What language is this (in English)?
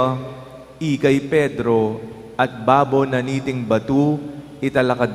Pampanga